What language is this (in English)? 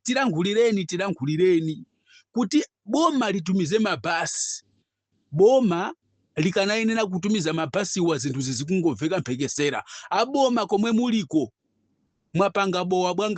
Nyanja